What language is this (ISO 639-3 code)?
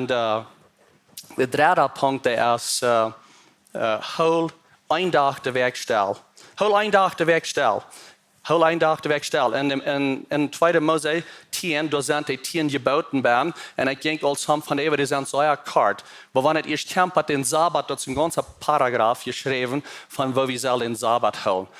pdt